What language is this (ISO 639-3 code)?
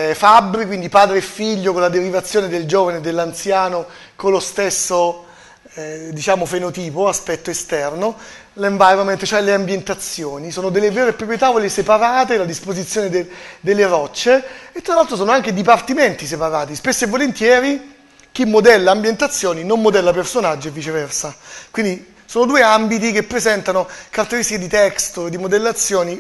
ita